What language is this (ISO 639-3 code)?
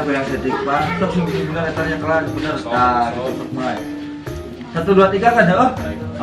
sun